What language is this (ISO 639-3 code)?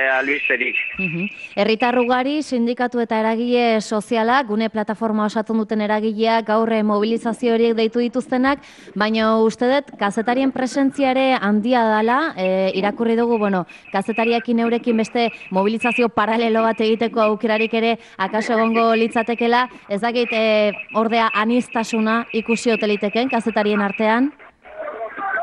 eus